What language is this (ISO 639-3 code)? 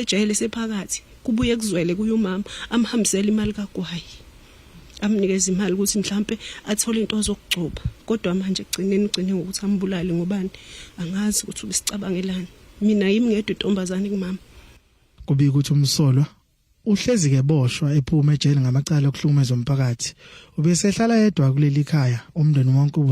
zul